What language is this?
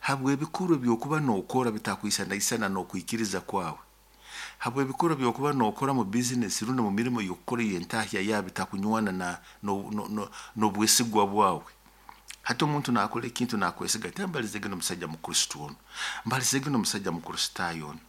Nyoro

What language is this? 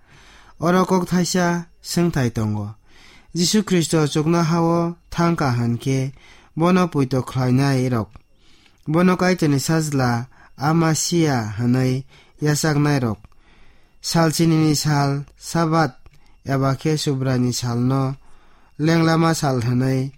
Kok Borok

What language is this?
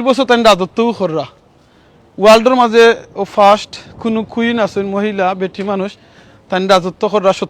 Sylheti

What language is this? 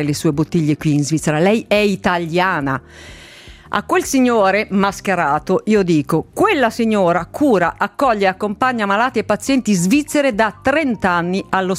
Italian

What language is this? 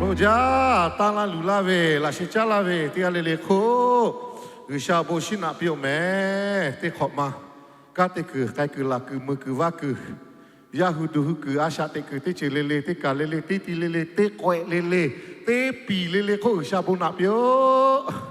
Lahu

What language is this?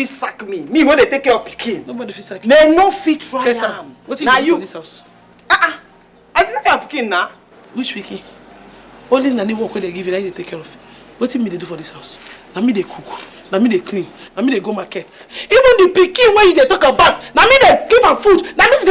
Nigerian Pidgin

